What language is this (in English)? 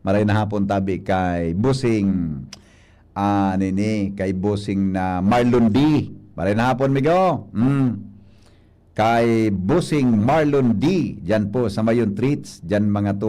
Bikol